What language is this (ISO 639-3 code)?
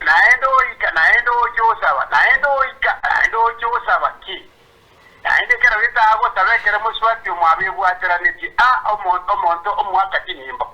guz